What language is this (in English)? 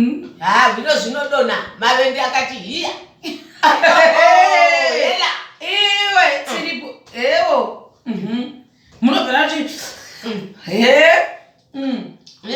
Shona